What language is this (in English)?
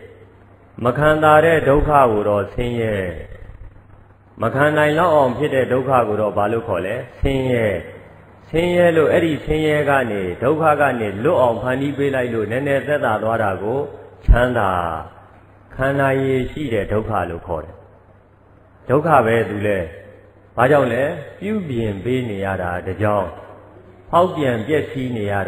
Burmese